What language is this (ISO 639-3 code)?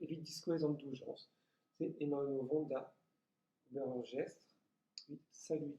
bre